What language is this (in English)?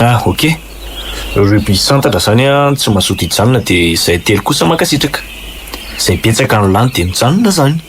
Malagasy